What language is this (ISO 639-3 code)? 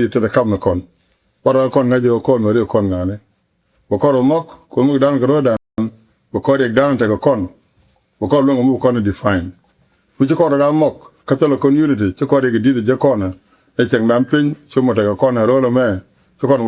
nus